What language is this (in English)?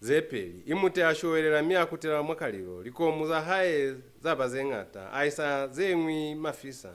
Lozi